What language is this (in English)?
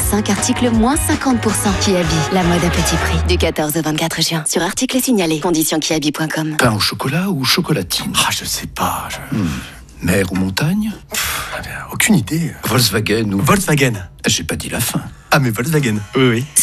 French